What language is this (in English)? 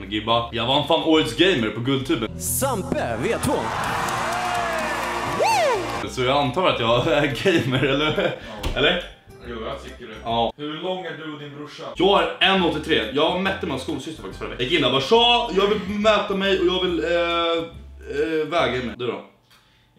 Swedish